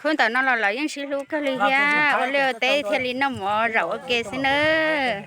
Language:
Hmong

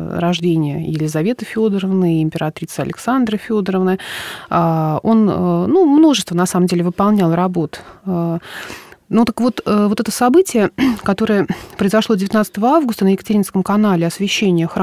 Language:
Russian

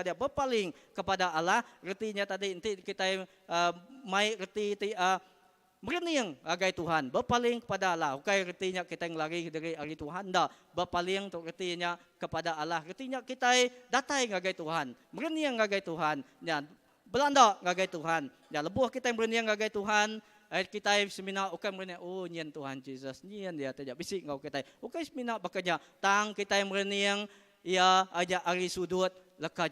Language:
Iban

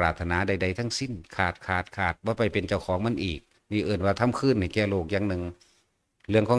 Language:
Northeastern Thai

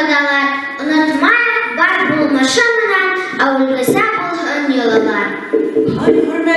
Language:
Bashkir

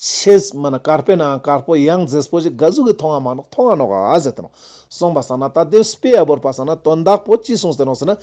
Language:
Ladakhi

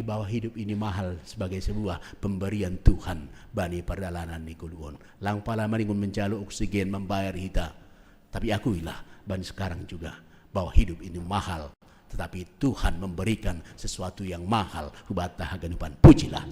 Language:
Batak Simalungun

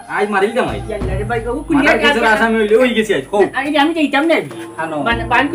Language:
Sylheti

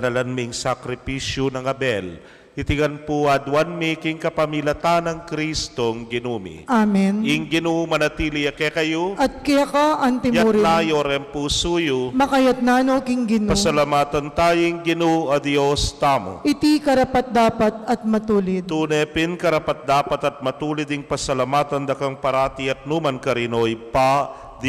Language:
Pampanga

